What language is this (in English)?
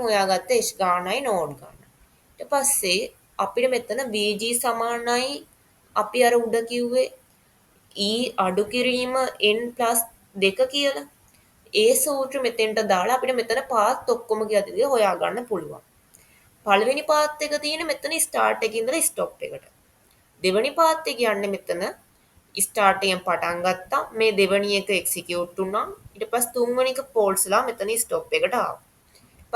Sinhala